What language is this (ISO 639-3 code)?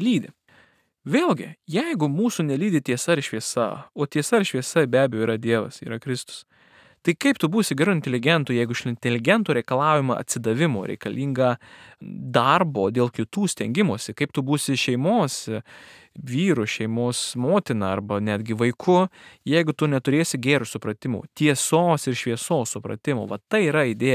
lit